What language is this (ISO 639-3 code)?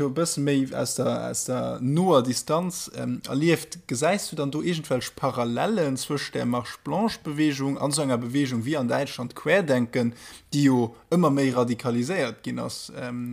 ltz